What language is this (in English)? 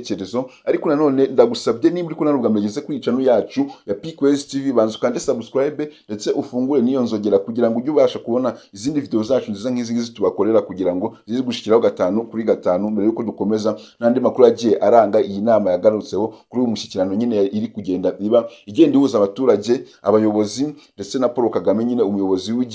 Kinyarwanda